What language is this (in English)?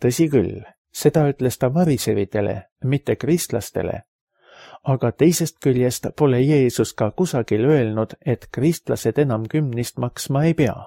Estonian